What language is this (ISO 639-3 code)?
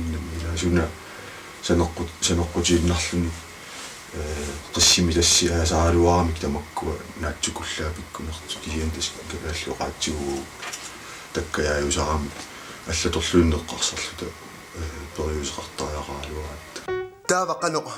kal